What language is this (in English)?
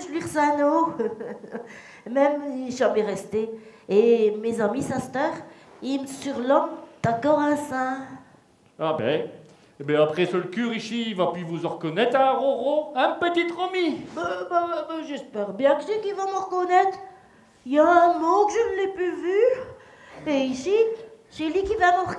Picard